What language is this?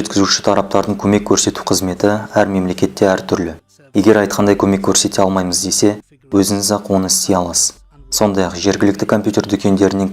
Kazakh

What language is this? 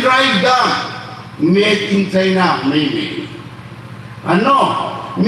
Hmar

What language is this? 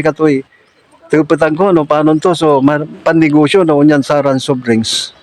Pangasinan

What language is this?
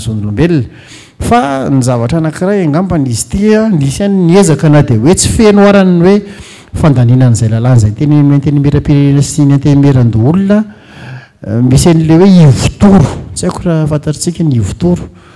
Malagasy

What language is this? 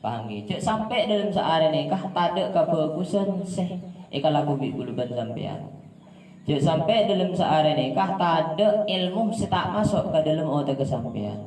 Madurese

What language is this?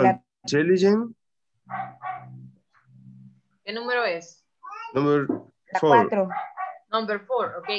Spanish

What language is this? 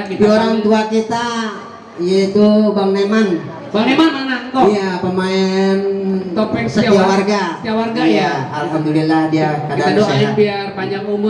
Betawi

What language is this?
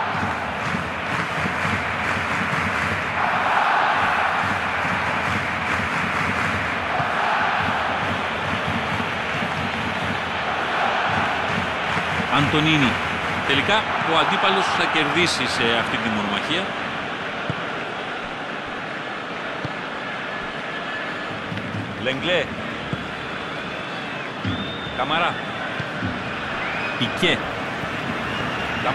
Greek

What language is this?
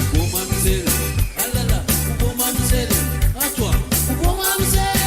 Morisyen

